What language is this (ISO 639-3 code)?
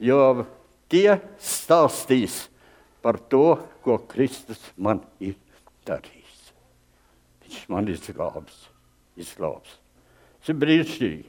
lav